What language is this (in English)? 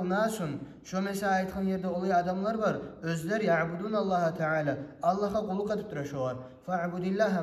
Kumyk